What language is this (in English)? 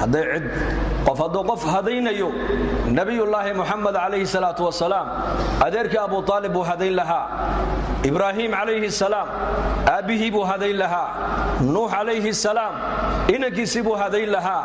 Somali